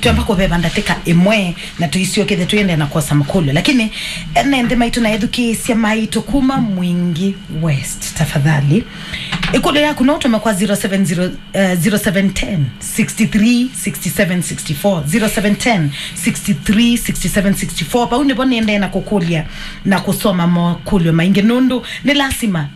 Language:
Kamba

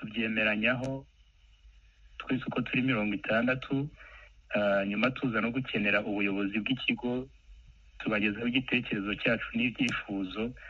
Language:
Kinyarwanda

